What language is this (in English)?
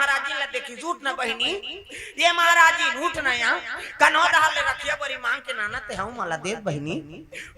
Chhattisgarhi